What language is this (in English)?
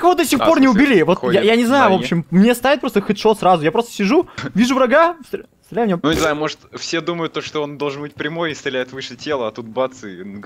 Russian